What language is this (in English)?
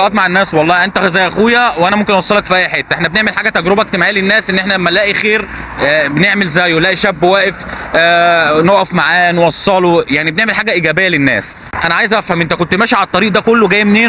Egyptian Arabic